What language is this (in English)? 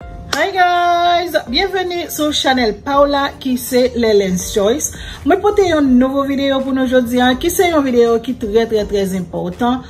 Haitian Creole